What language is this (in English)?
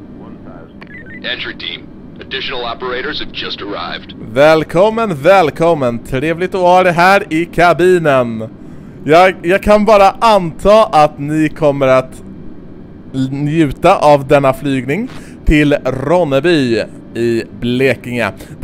Swedish